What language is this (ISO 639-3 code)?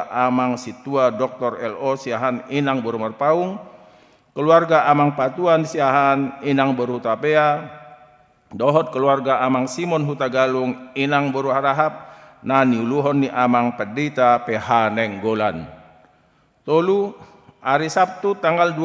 bbc